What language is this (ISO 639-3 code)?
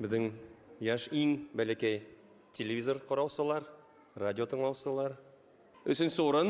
bak